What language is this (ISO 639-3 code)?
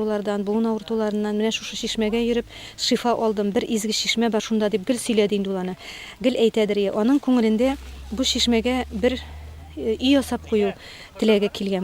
tat